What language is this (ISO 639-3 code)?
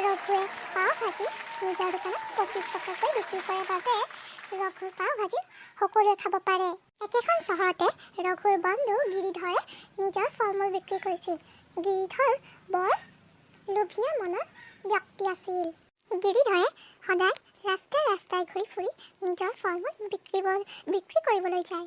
asm